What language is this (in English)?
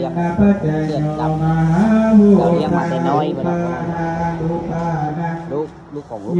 Pali